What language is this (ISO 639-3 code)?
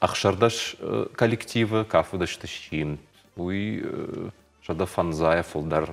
oss